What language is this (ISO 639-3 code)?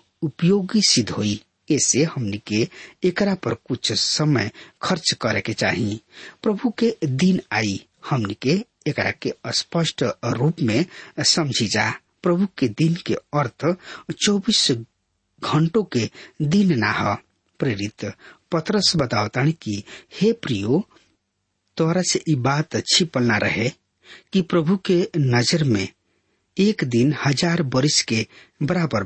bho